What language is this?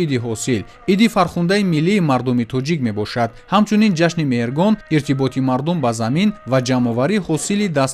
Tajik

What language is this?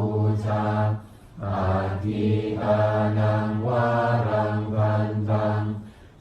Pali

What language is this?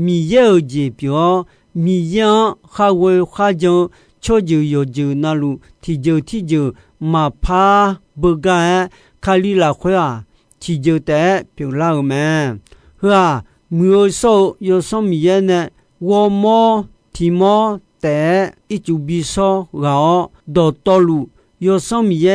Akha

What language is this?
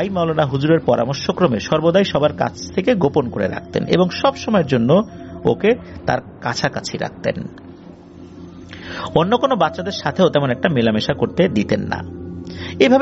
Bangla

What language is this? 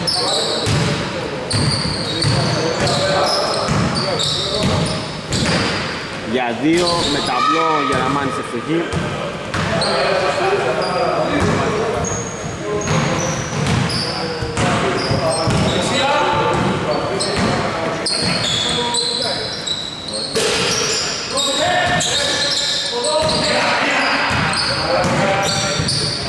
Greek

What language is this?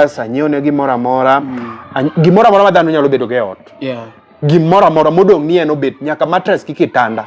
Luo (Kenya and Tanzania)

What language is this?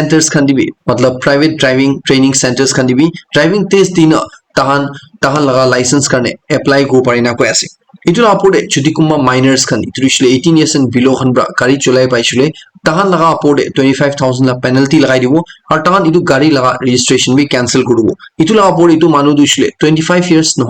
Naga Pidgin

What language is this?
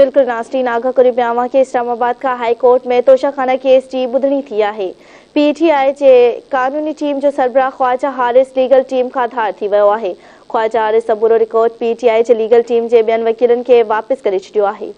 Sindhi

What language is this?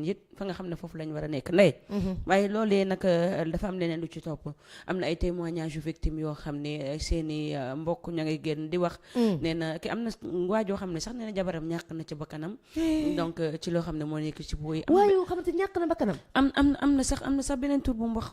Wolof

